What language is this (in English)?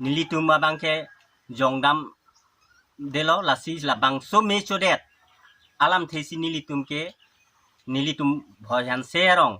Karbi